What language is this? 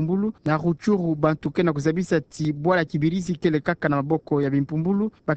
Kituba (Democratic Republic of Congo)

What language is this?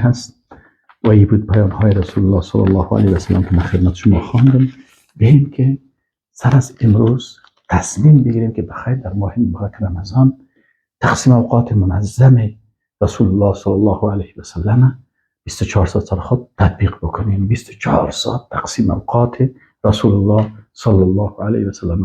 Persian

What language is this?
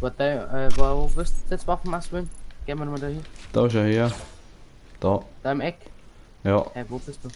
Bavarian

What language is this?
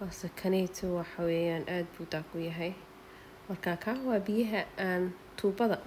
Somali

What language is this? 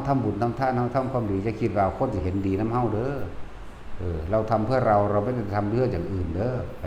Northeastern Thai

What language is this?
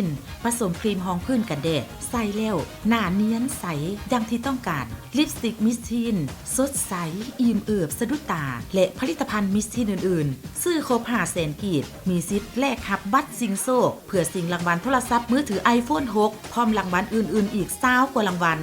Lao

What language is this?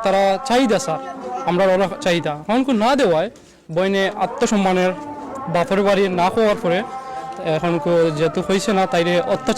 Sylheti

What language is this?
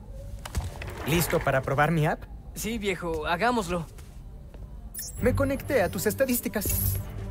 Spanish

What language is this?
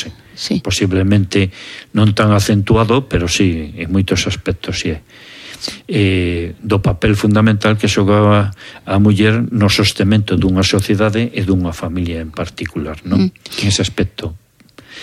Galician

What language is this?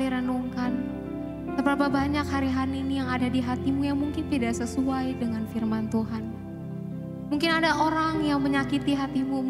Indonesian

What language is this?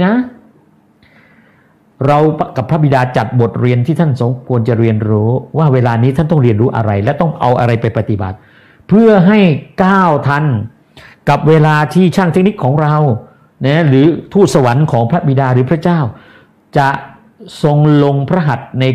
Thai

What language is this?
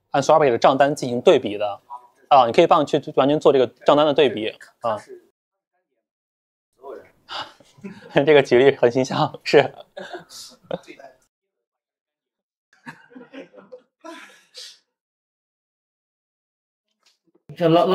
Chinese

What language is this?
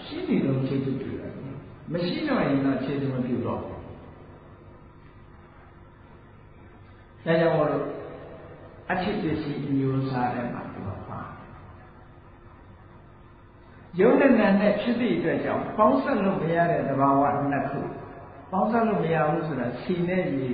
Burmese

